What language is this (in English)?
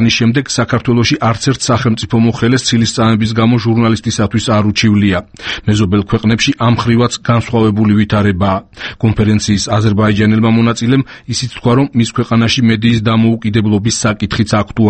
Georgian